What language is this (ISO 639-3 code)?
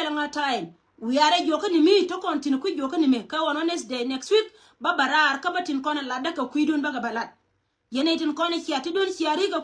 nus